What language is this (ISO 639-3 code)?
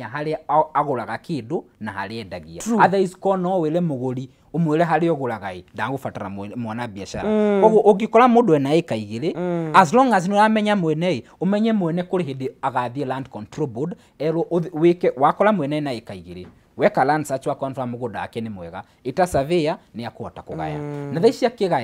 kik